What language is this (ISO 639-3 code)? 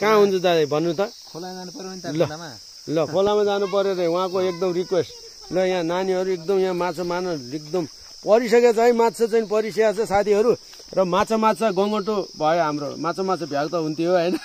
nep